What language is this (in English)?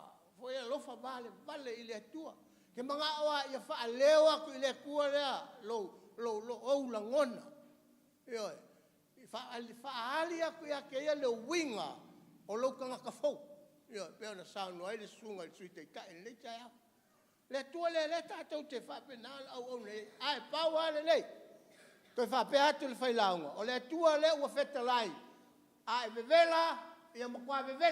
Samoan